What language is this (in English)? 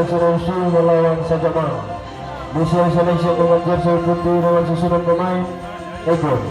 Ambonese Malay